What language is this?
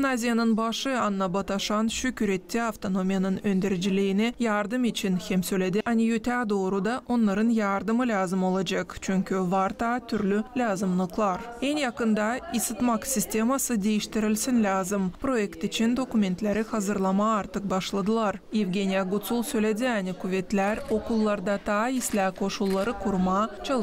Gagauz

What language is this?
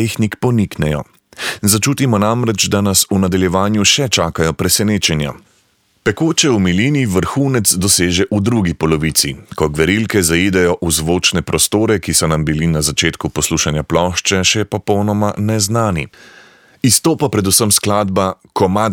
Slovenian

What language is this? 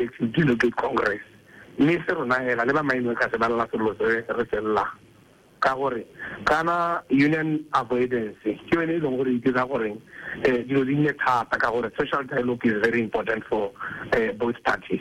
Tswana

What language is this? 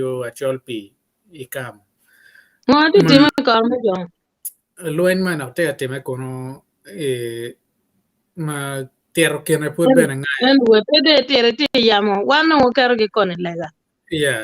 Acoli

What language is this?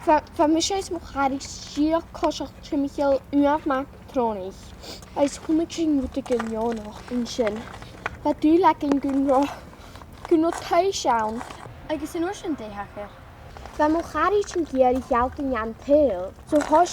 Scottish Gaelic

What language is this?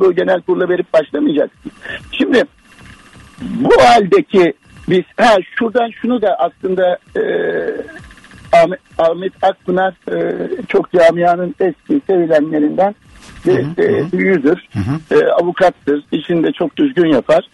Turkish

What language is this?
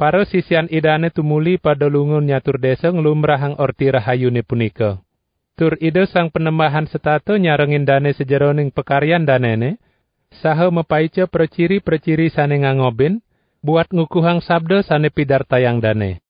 Balinese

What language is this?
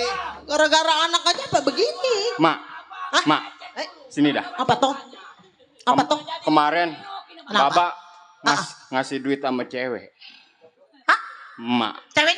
Betawi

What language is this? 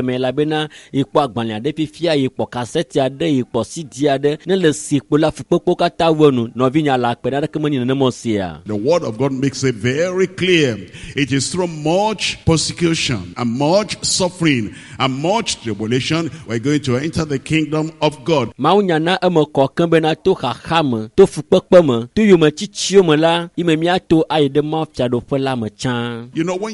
Ewe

